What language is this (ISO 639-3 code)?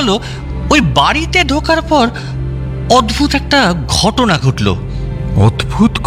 ben